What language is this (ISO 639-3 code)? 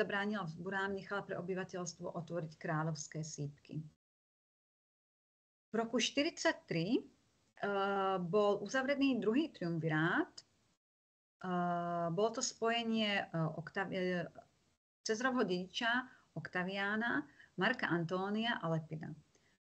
slk